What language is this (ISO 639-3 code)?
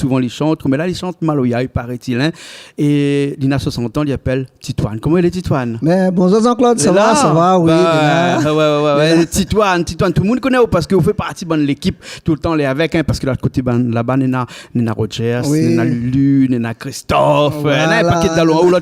rcf